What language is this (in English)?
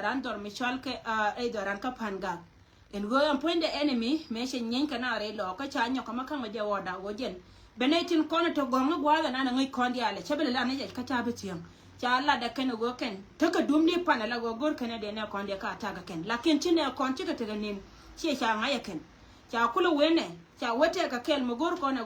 Nuer